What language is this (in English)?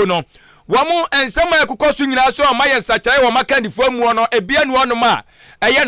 Akan